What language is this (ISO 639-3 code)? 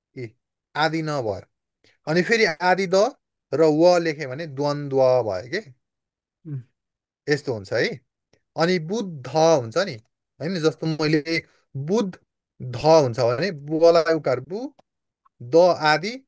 nep